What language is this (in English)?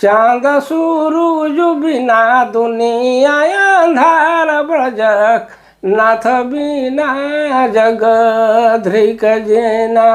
Sadri